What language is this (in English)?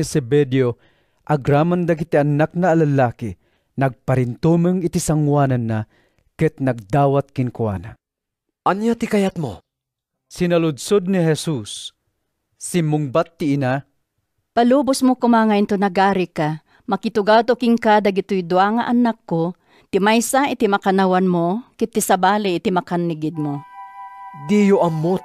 Iloko